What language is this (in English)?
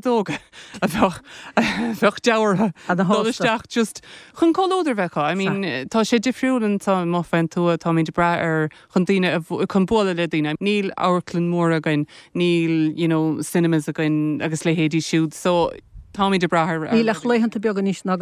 Irish